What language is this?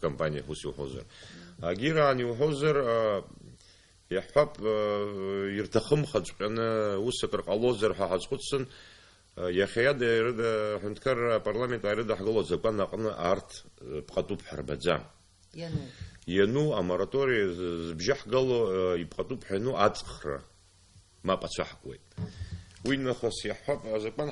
Abkhazian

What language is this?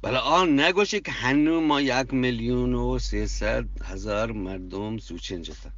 Eastern Balochi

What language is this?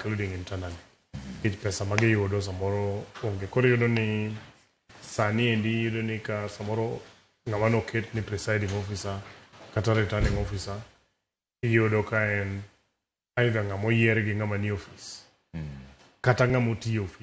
Luo (Kenya and Tanzania)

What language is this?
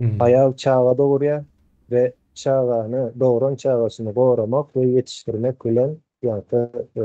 Turkmen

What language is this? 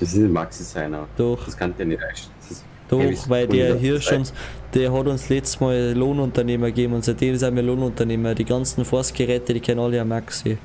Bavarian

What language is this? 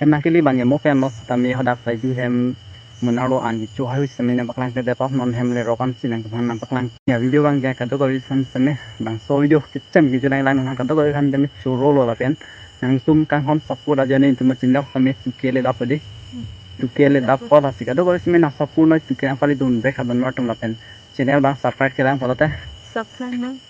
Karbi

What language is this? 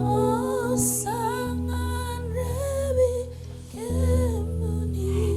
Fijian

